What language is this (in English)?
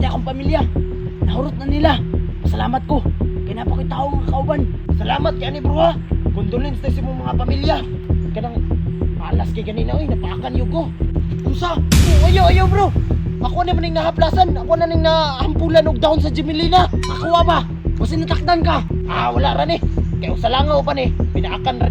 Cebuano